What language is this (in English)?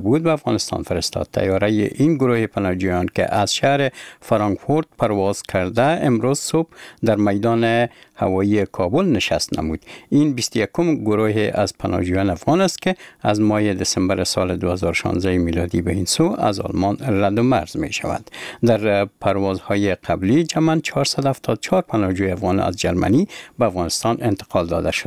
Persian